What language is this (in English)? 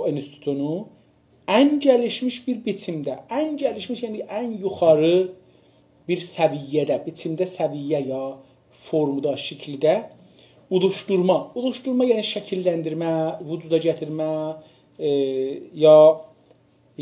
South Azerbaijani